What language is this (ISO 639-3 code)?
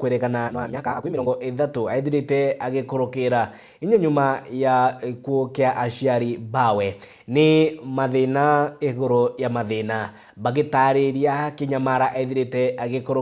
mer